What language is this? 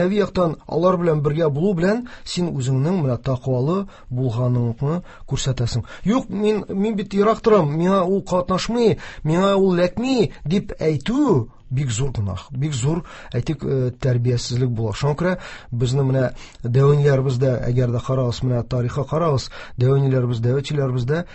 Tatar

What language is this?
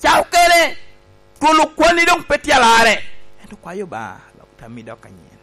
Lango (Uganda)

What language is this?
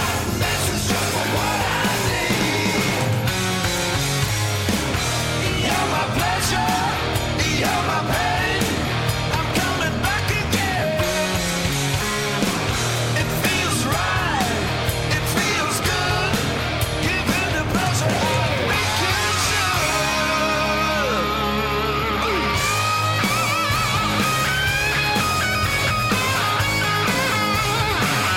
English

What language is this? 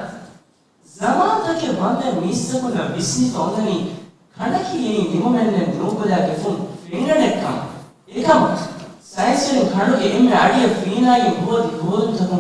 Divehi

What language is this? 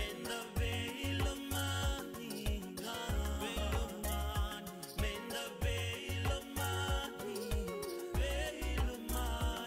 Fijian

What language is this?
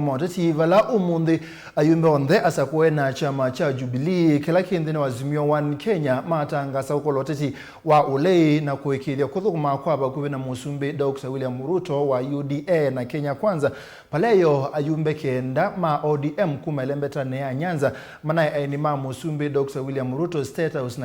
Kamba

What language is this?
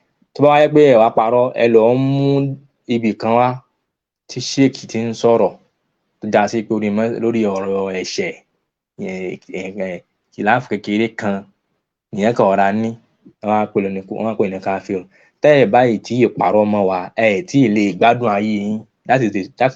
Yoruba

